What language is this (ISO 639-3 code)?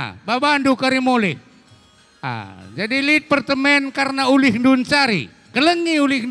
btx